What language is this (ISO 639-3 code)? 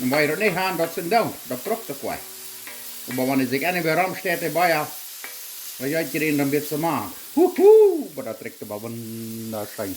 pdt